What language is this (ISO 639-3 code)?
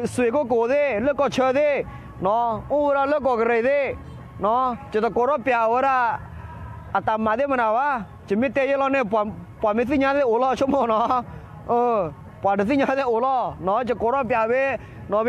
ksw